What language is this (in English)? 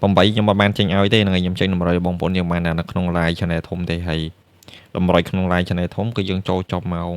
Khmer